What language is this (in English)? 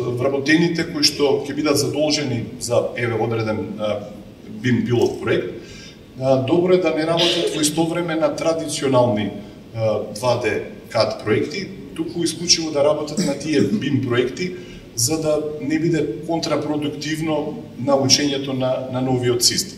Macedonian